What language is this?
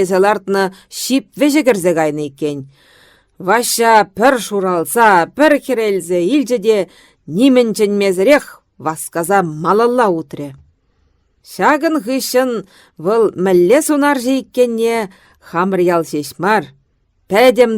Chuvash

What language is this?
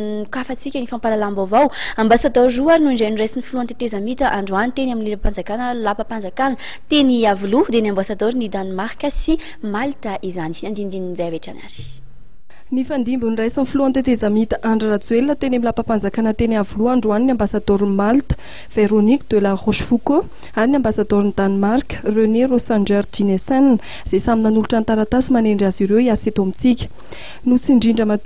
Malagasy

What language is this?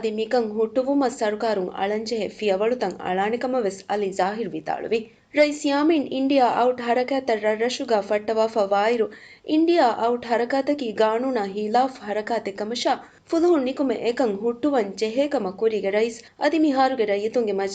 Divehi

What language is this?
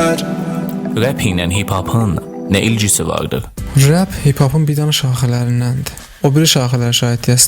South Azerbaijani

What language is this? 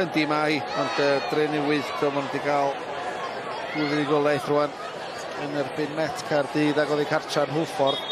Welsh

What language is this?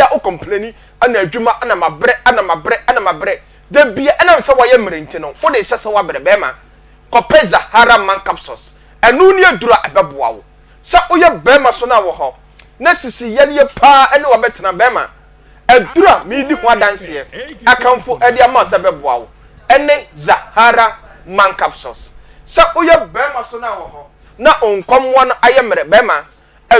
Akan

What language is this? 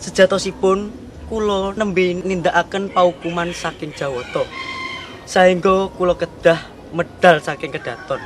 Javanese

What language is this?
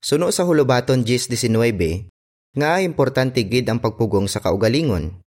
Hiligaynon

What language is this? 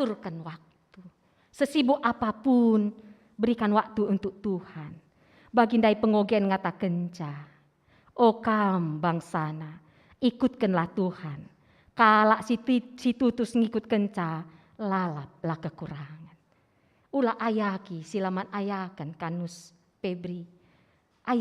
Batak Karo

